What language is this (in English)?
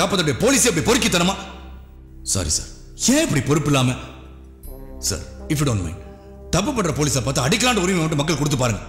Tamil